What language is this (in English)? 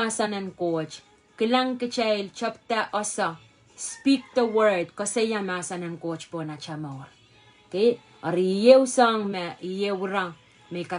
Pohnpeian